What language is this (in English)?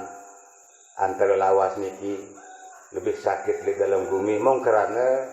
Sasak